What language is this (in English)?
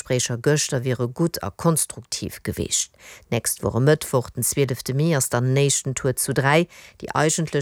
Luxembourgish